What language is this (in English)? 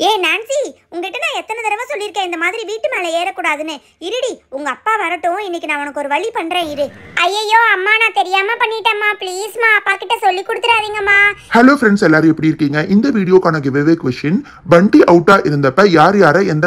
Tamil